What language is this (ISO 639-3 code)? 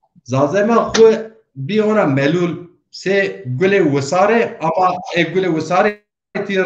zza